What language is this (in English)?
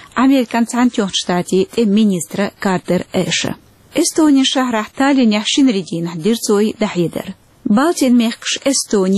Chechen